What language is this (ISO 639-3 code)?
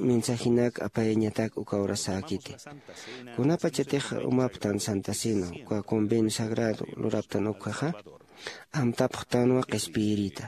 aym